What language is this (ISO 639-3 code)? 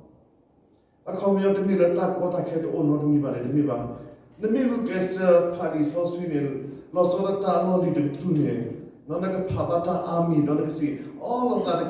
ksw